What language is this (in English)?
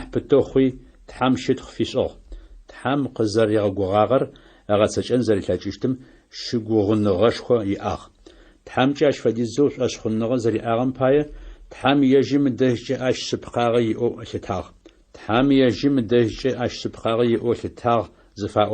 Adyghe